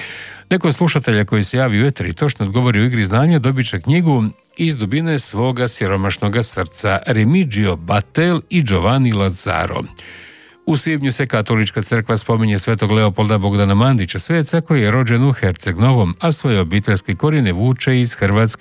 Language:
Croatian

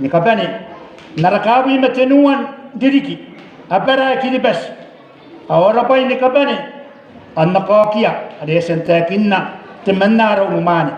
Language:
Gilbertese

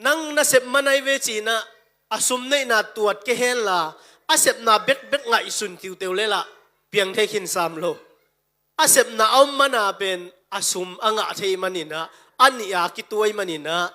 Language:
Tedim Chin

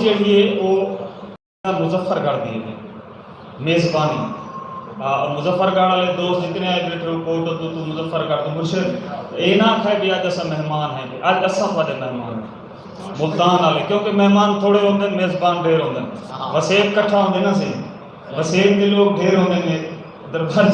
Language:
Saraiki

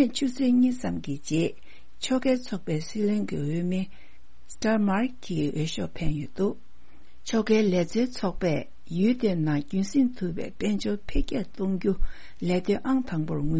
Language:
Tibetan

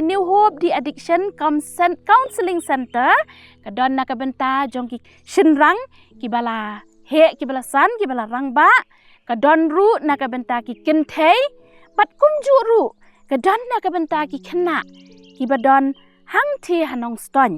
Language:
Khasi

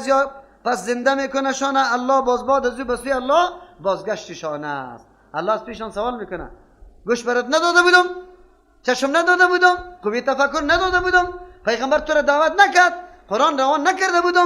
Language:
Persian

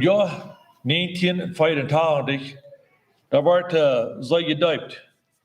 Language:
Plautdietsch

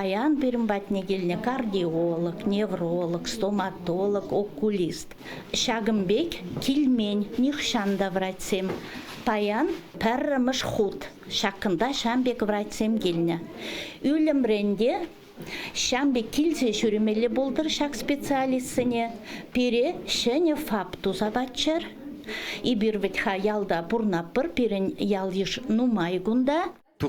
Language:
Chuvash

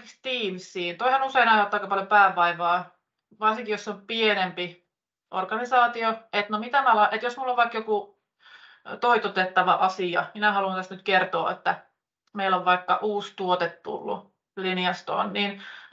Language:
Finnish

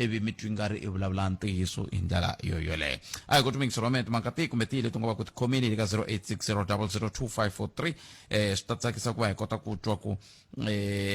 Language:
Tsonga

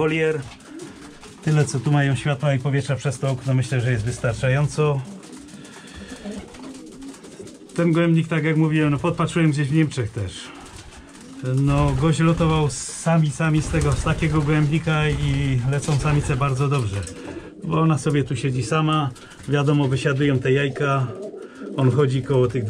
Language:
Polish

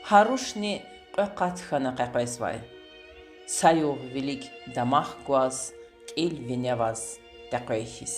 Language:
Lezghian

